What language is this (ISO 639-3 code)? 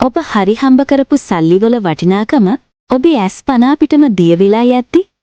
sin